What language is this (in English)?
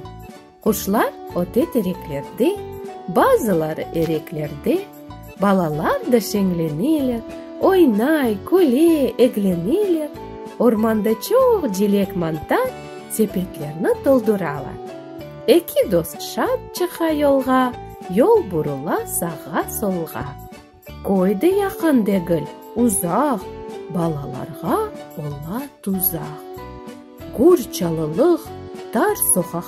Crimean Tatar